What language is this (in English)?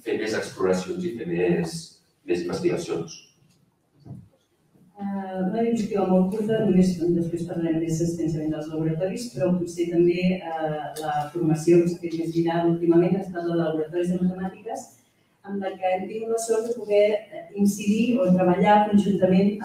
Catalan